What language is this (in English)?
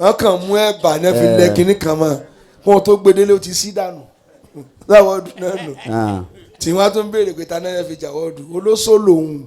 Yoruba